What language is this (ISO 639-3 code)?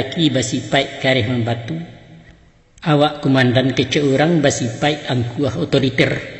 min